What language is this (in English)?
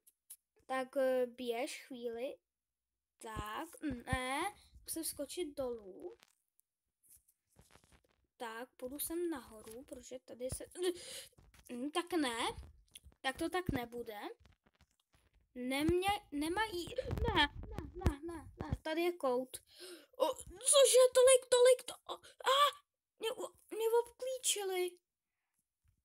Czech